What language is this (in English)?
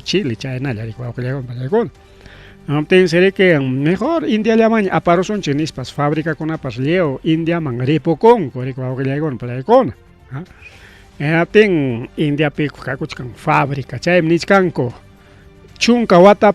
Ayacucho Quechua